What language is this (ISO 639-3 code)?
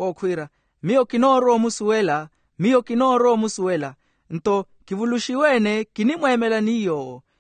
vmw